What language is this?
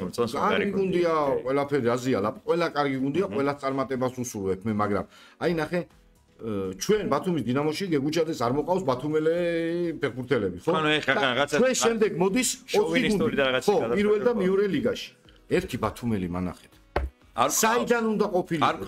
Georgian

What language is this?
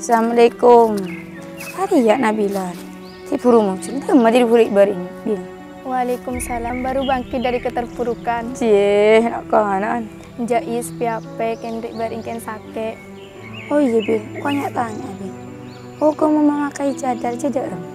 Madurese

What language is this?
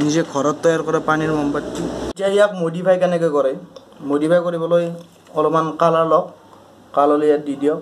Assamese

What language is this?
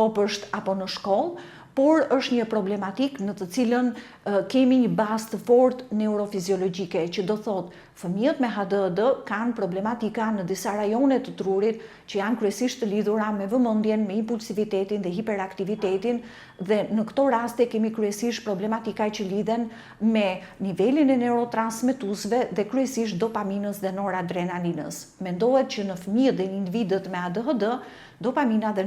Albanian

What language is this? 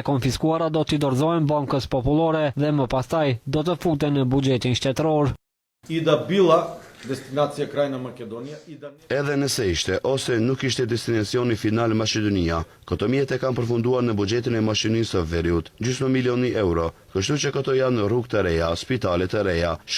Albanian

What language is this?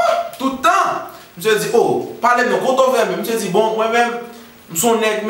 Haitian Creole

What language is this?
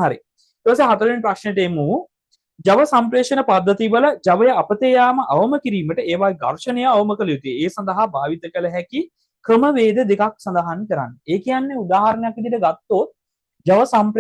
Sinhala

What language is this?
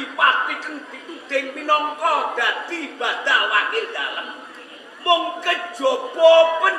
Javanese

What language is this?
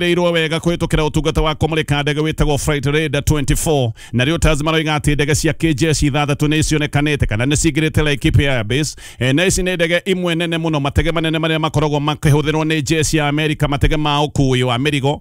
Kikuyu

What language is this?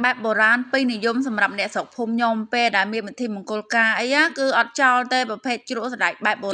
Khmer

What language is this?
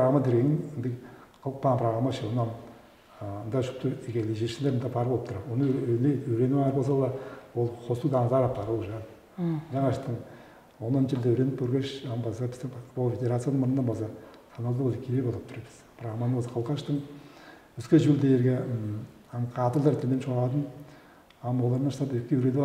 Tuvinian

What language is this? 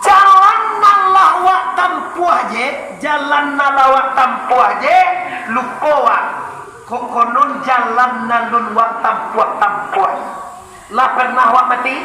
Minangkabau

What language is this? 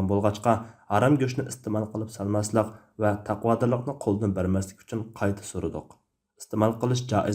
Uyghur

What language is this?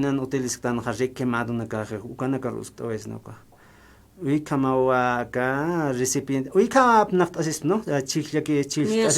Aymara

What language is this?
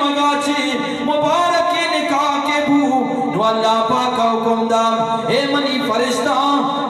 Eastern Balochi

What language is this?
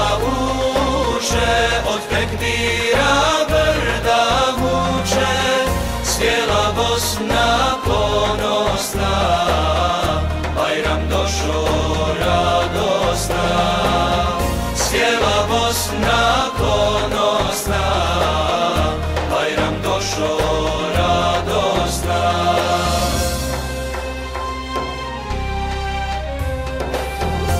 Bosnian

